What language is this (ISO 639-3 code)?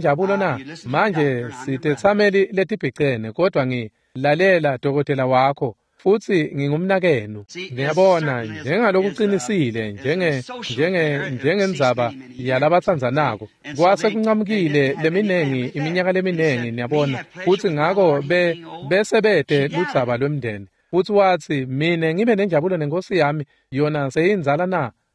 ssw